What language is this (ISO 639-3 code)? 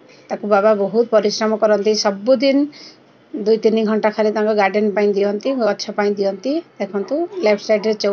ori